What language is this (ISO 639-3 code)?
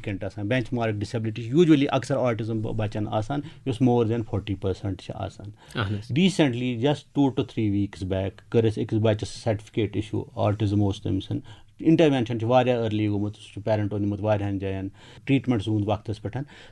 kas